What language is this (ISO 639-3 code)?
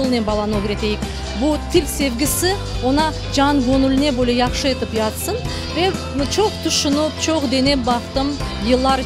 crh